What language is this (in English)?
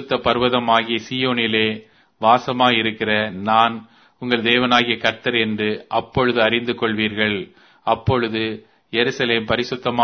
Tamil